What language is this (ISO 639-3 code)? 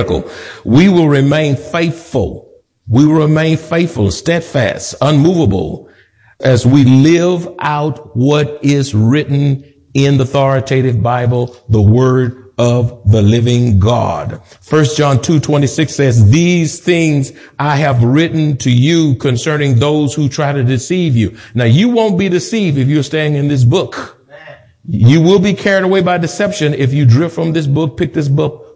eng